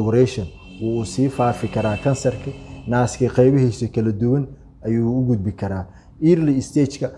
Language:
Somali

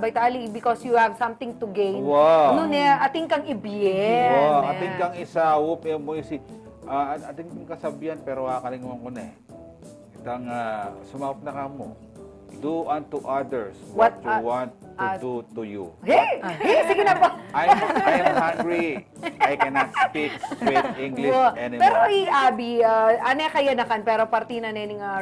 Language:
Pampanga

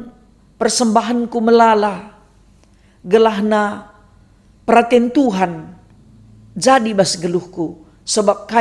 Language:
Batak Karo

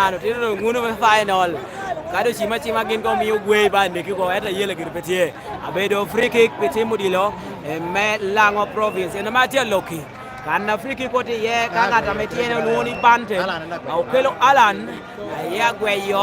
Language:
Lango (Uganda)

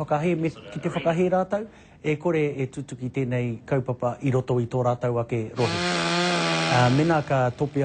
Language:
Māori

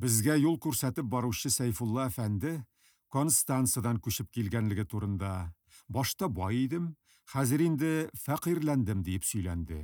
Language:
Tatar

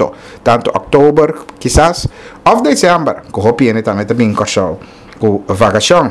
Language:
Papiamento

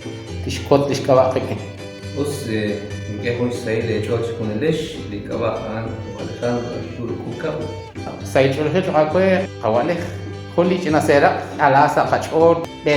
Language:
Kekchí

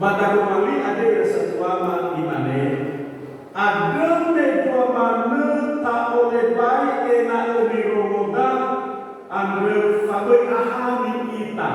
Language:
Nias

